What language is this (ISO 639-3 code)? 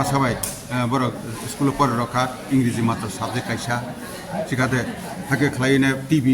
trp